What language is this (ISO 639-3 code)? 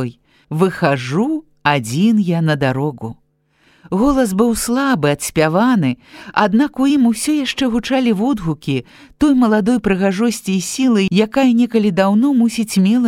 bel